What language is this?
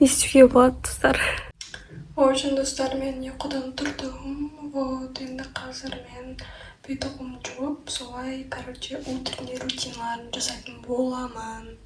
Kazakh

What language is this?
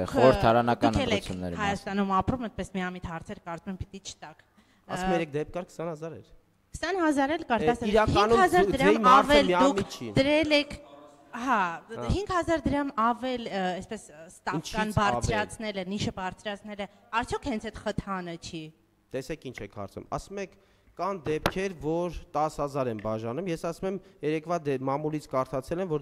Armenian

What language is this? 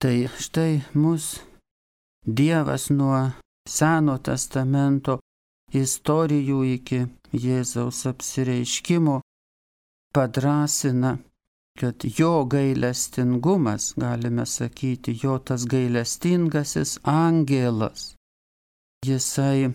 Lithuanian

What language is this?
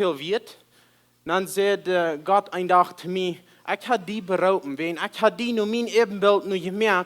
Plautdietsch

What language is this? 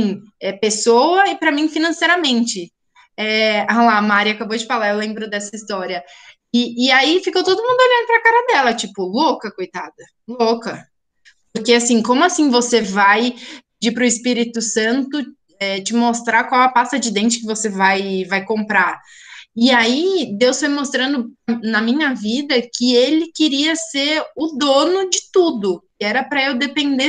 Portuguese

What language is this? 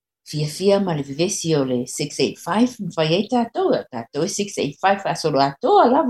Samoan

